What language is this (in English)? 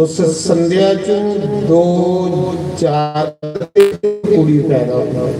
Dogri